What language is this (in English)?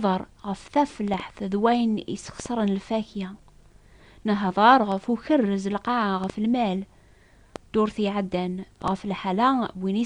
Kabyle